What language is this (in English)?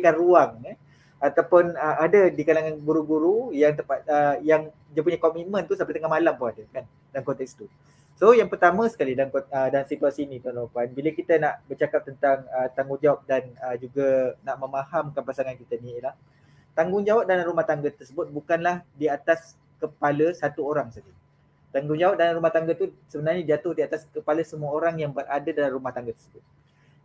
Malay